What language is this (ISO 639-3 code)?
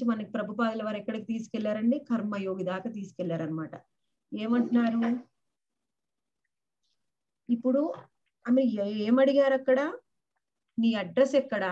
tel